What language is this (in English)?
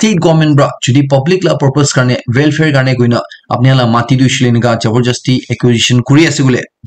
Naga Pidgin